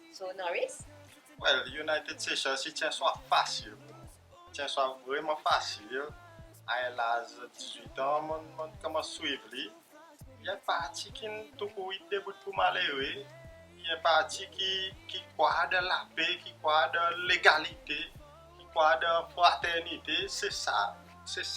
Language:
Seselwa Creole French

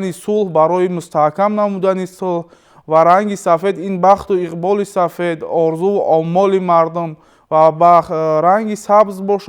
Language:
Tajik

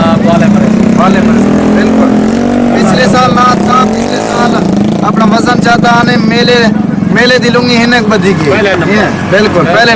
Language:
Saraiki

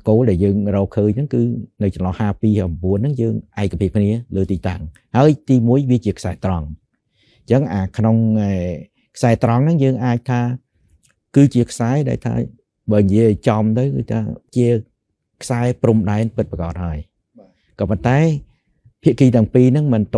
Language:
Khmer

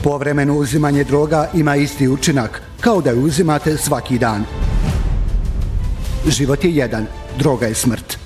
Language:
Bosnian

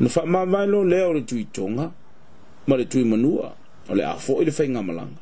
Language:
Samoan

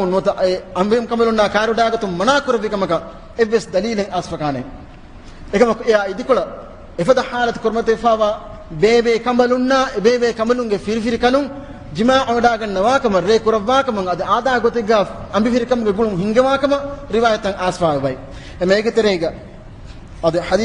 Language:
Divehi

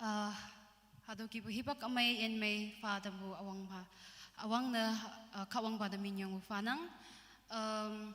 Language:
Naga Pidgin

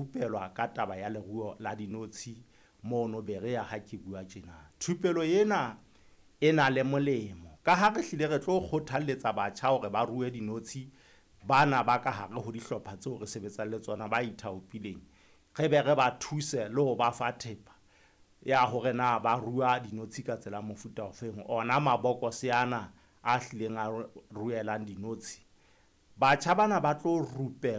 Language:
Southern Sotho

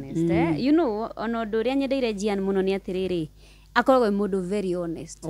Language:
Kikuyu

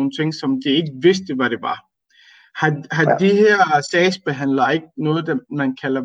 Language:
Danish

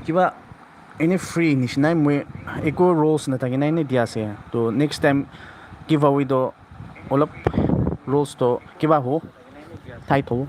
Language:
Naga Pidgin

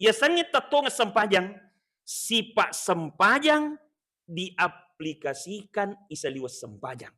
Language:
Buginese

